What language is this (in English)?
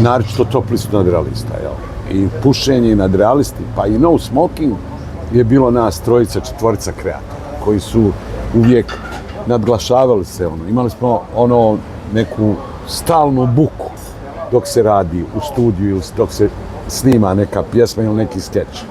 Bosnian